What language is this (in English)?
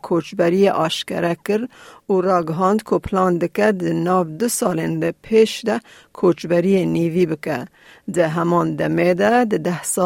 Kurdish